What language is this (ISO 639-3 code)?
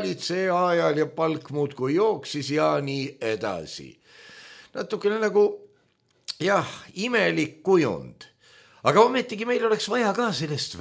est